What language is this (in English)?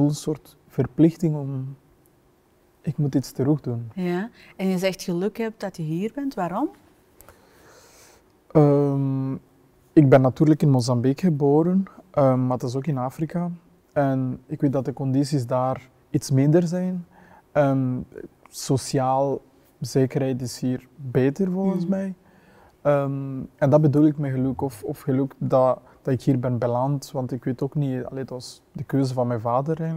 Dutch